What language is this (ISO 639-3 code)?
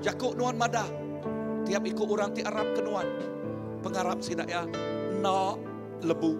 iba